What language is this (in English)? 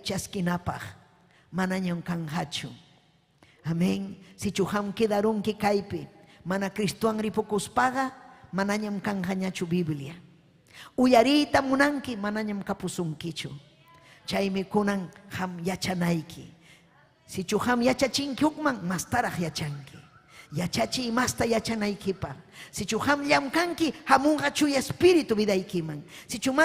Ayacucho Quechua